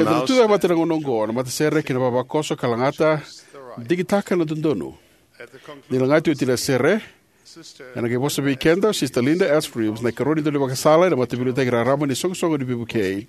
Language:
Fijian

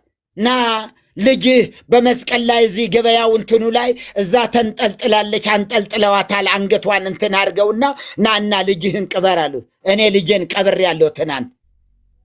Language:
Amharic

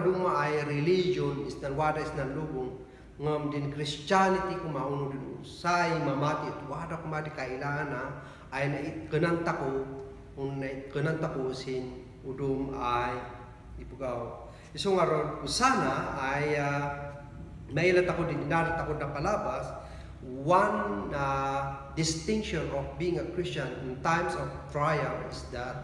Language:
Kankanaey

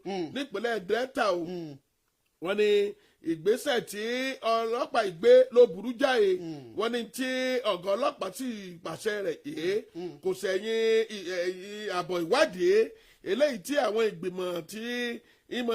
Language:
Yoruba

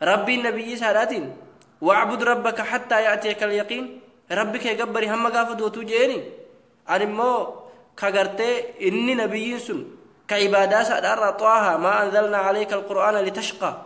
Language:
Oromo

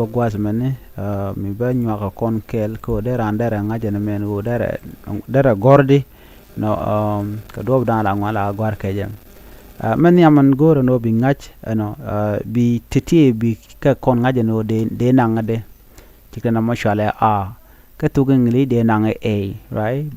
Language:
Nuer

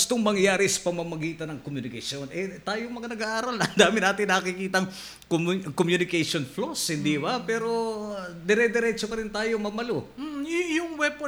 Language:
Filipino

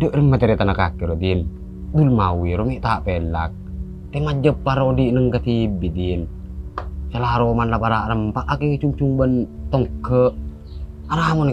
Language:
Madurese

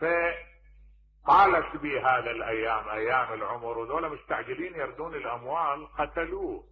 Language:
Mesopotamian Arabic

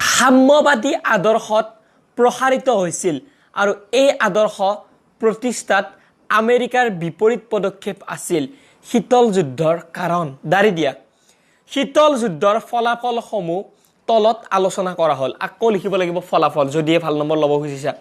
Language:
Assamese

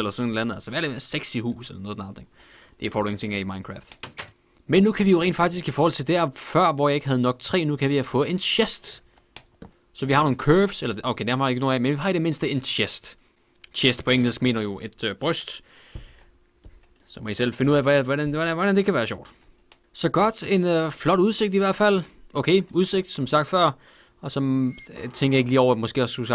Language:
Danish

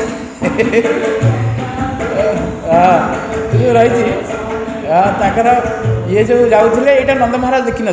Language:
Odia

